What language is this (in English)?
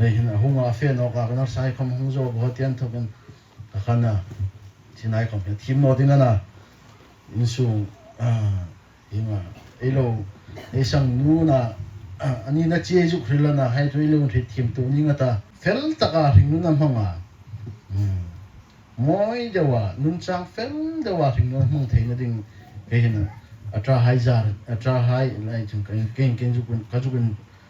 Hmar